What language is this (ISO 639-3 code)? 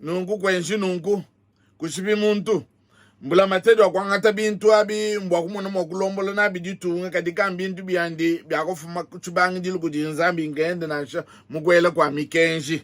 lua